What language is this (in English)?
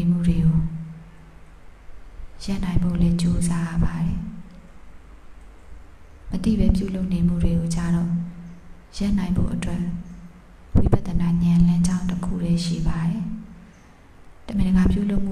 Burmese